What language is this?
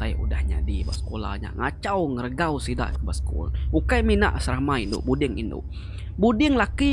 Iban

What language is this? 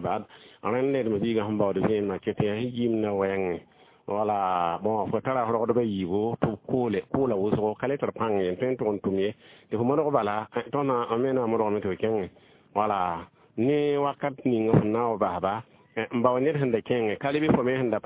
Mossi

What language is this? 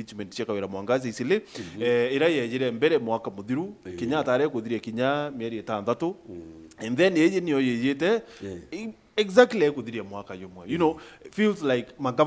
Meru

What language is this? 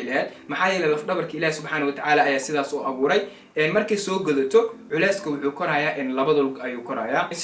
Somali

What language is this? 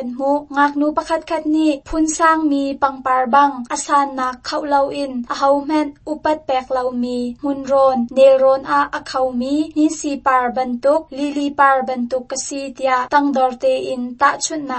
Hakha Chin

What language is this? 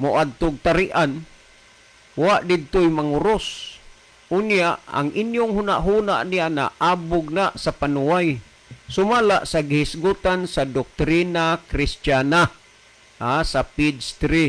Cebuano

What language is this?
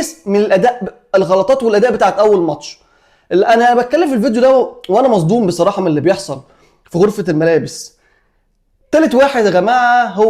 Egyptian Arabic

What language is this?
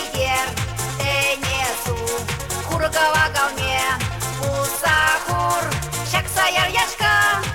Chuvash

